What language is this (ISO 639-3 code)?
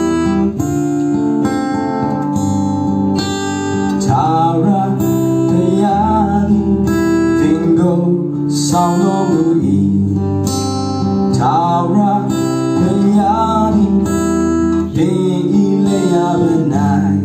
mya